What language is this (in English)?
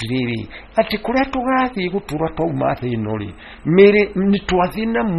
Kikuyu